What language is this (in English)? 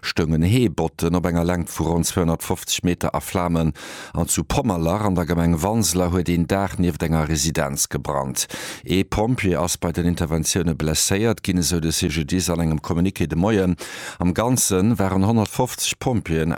Luxembourgish